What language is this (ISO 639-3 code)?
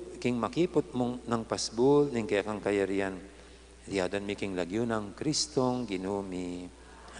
pam